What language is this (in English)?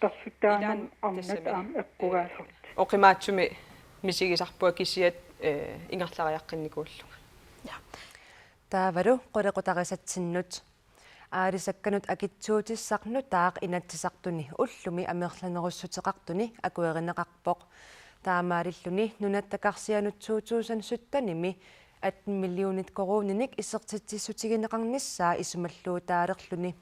Kalaallisut